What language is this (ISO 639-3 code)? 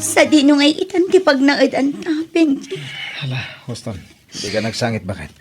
ilo